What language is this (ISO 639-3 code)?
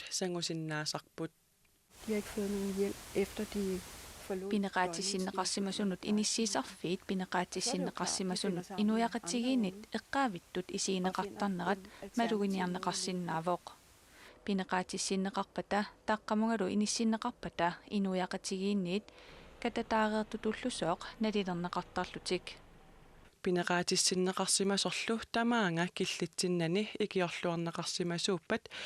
kal